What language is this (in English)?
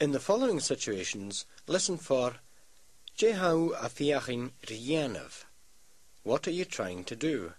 Scottish Gaelic